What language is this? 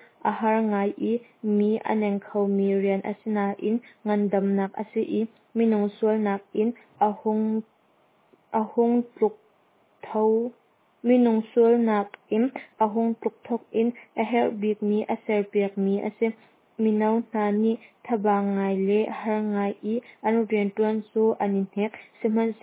Hakha Chin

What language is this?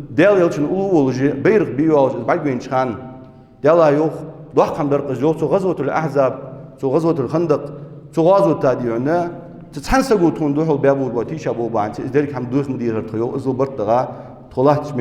Ingush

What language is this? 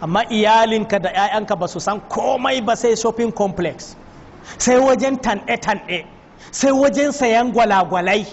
Hausa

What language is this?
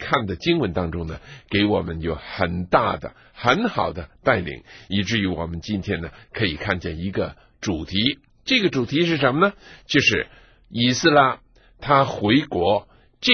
Chinese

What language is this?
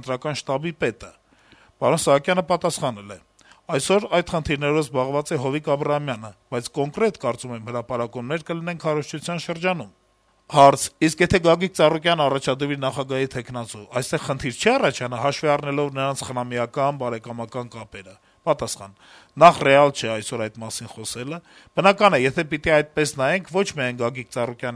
Armenian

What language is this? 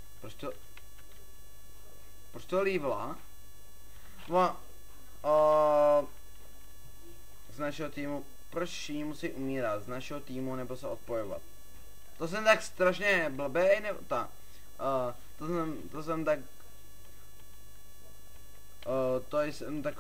Czech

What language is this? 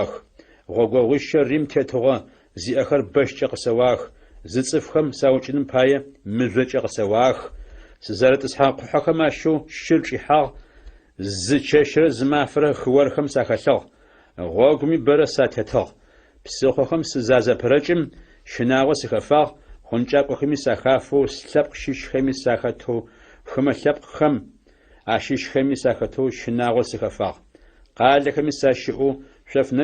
Adyghe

